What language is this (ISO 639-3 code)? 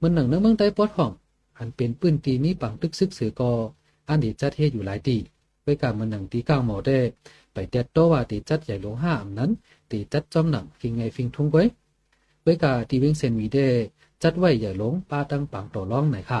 shn